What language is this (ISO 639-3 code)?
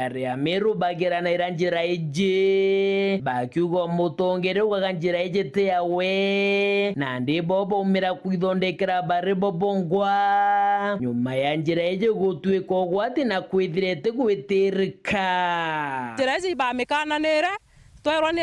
mer